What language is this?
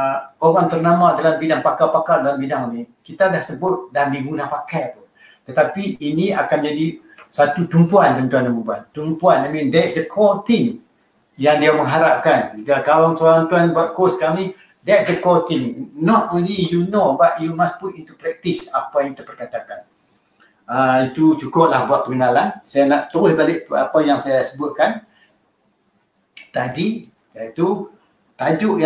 Malay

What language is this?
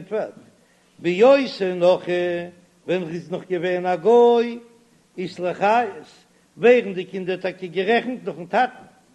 Yiddish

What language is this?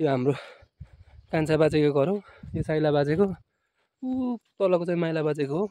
Nepali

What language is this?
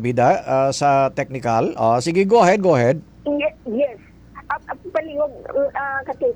Hiligaynon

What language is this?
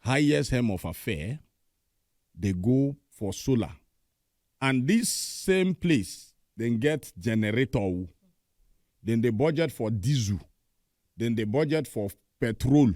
Nigerian Pidgin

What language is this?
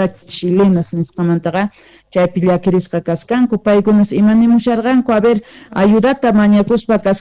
South Bolivian Quechua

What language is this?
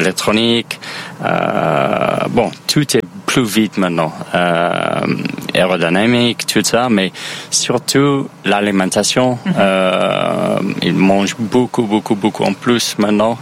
French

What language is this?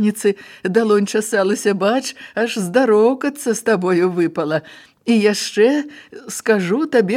Belarusian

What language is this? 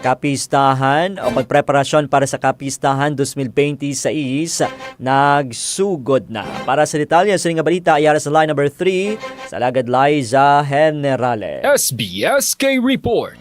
Hiligaynon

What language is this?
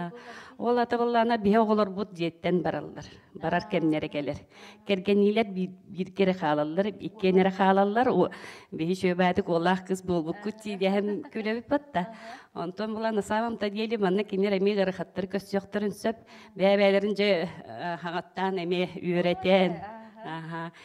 Yakut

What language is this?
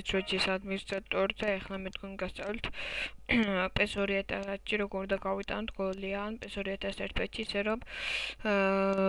Georgian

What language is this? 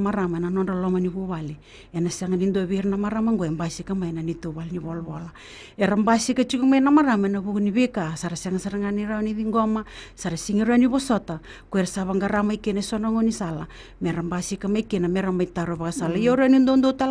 Fijian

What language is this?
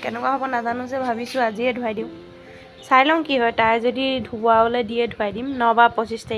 Assamese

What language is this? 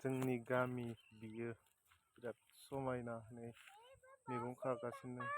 Bodo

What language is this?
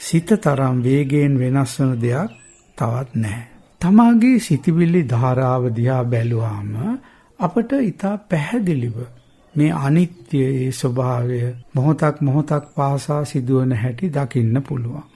Sinhala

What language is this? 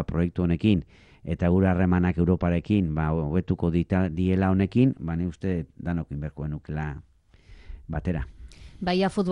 Basque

